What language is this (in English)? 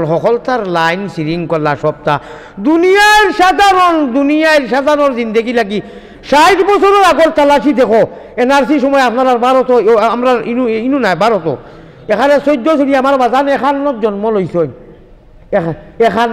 Sylheti